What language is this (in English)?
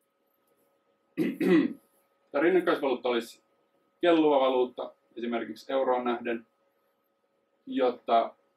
Finnish